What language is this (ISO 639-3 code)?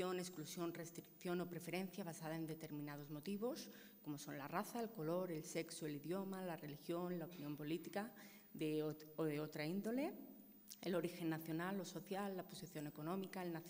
spa